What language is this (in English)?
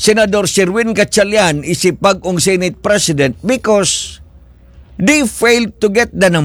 Filipino